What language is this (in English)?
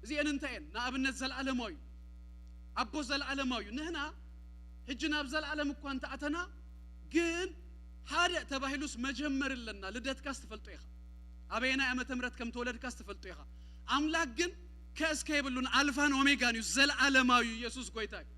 Tigrinya